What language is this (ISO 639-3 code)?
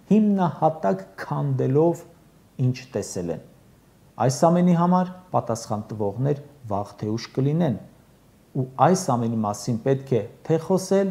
hye